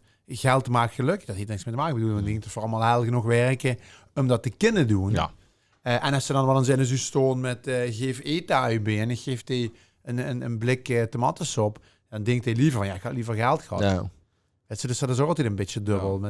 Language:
Limburgish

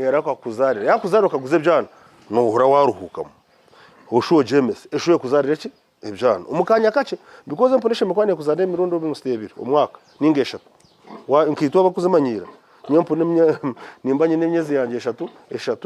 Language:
Nyankole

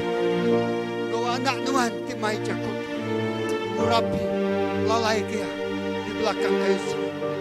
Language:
Iban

